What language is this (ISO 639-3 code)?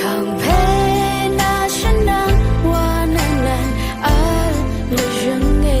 raw